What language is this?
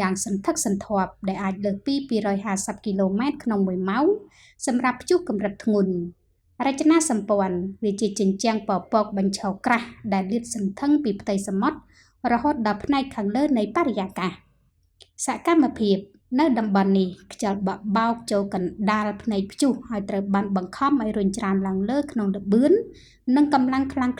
Khmer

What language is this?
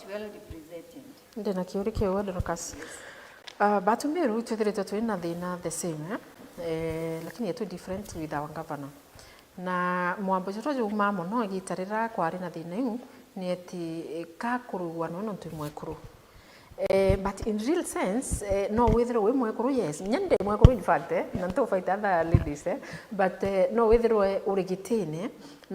Meru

